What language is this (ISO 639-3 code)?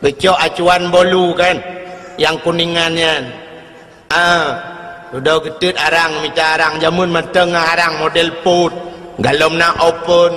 ace